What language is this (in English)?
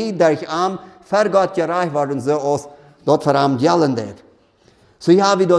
Plautdietsch